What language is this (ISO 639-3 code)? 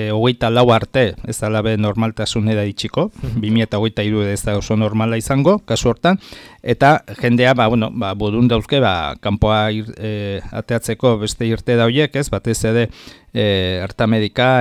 eus